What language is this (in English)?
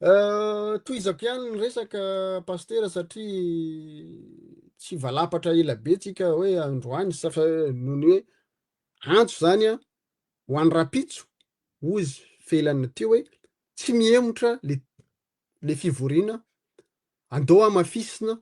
Malagasy